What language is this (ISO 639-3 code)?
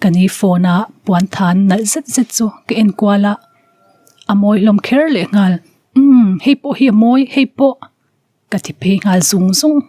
lus